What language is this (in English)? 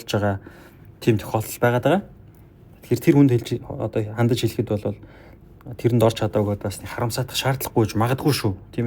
Mongolian